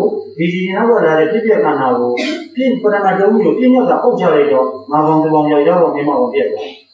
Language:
Burmese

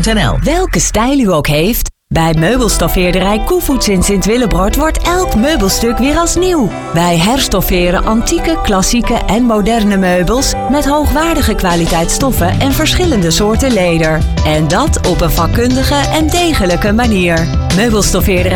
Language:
Dutch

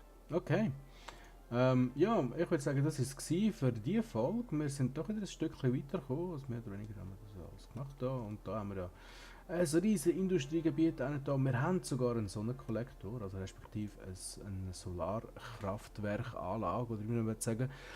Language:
Swiss German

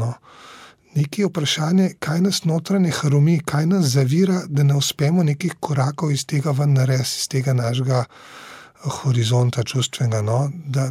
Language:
Slovenian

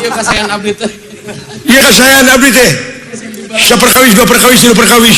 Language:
Sundanese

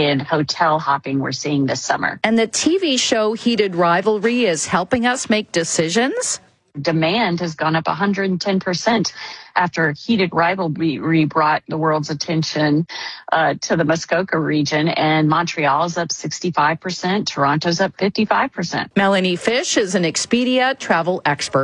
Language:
English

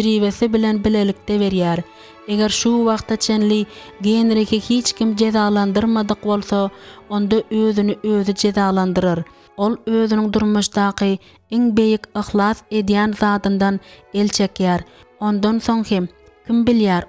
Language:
Turkmen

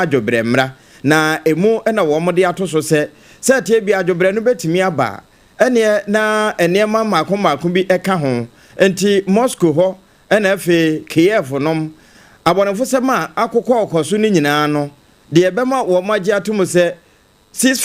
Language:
Akan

